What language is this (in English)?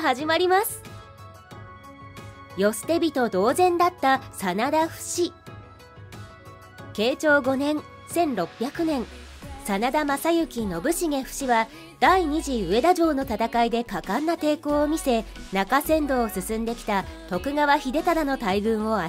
Japanese